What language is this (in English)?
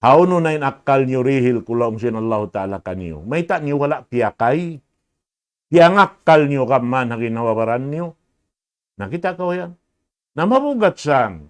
Tausug